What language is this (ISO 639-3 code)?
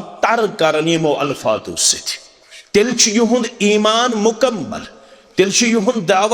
kas